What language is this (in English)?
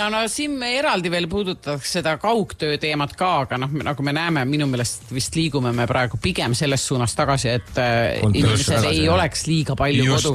Estonian